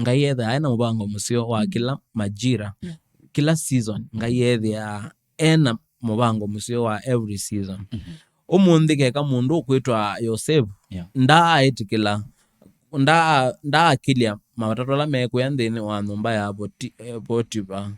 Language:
Kamba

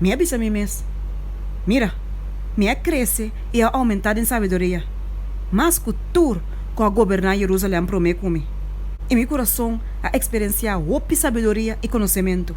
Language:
Papiamento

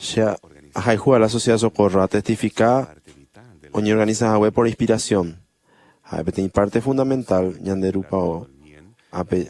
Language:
Guarani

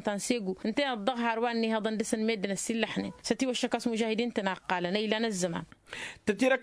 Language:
Tamasheq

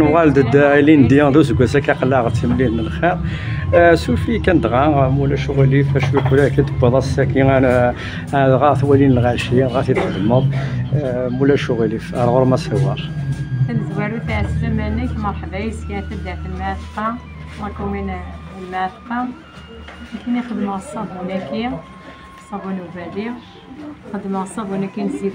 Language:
Kabyle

